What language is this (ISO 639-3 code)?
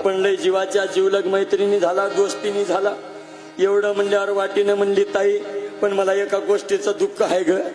mar